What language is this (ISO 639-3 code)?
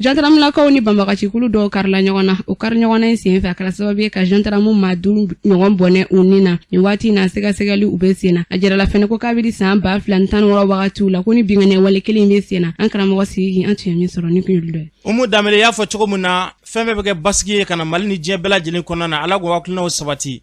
bam